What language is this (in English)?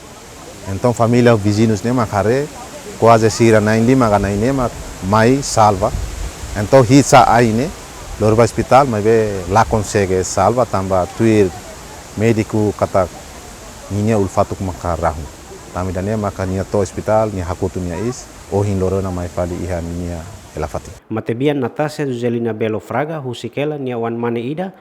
Tetum